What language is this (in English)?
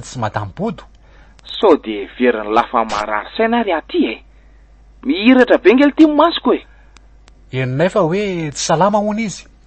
Malagasy